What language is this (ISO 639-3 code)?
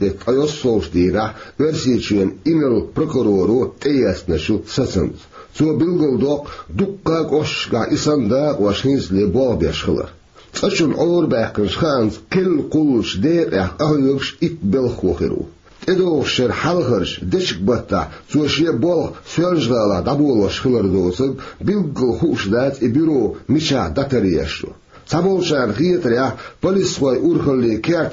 che